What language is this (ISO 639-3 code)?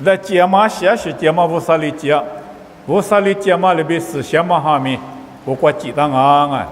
lis